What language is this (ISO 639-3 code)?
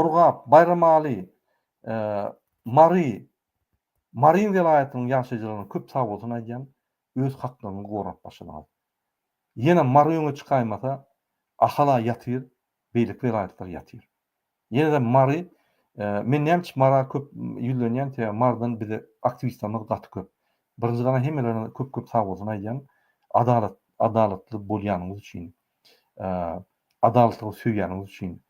tuk